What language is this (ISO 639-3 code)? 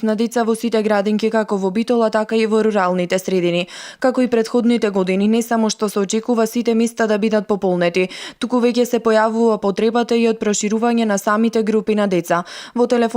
mkd